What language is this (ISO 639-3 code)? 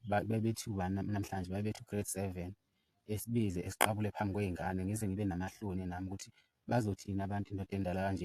zul